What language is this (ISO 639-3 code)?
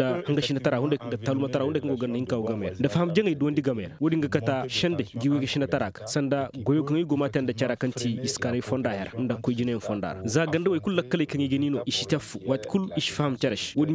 ses